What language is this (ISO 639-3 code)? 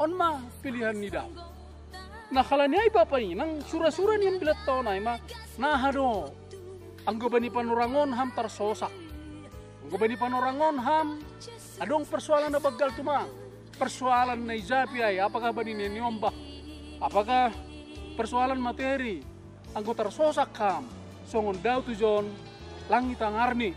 bts